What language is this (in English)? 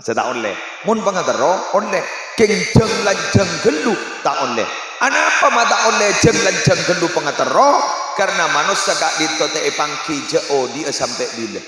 Madurese